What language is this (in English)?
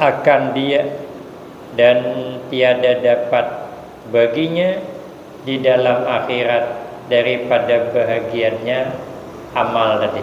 Banjar